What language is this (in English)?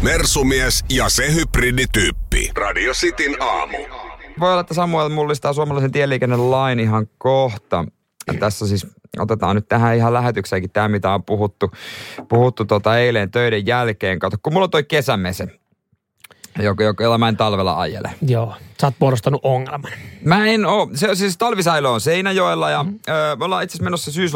Finnish